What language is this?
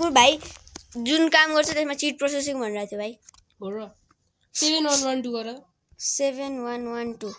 Nepali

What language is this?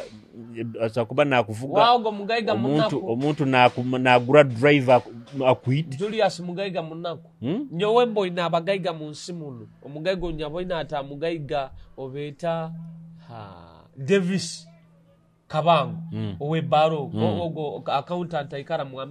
Nyoro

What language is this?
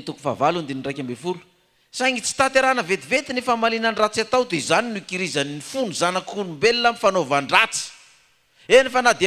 Malagasy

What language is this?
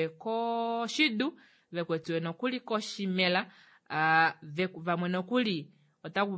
Kuanyama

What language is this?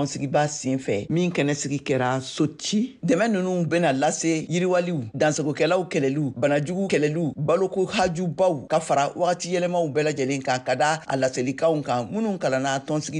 Bambara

